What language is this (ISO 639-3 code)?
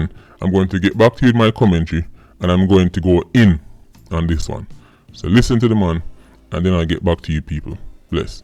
jam